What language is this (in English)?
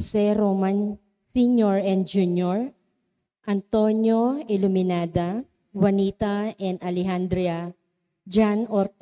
Pampanga